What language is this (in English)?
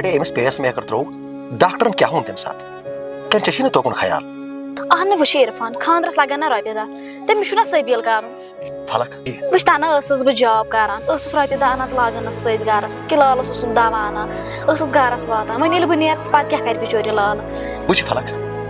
Kashmiri